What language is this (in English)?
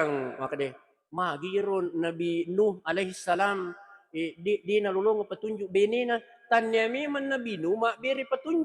Buginese